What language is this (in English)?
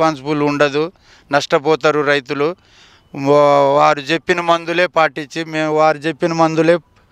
Telugu